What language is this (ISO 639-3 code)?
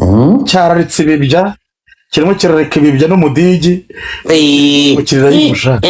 kin